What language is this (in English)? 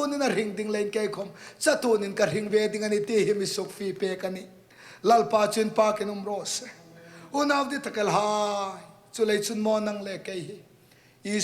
Hmar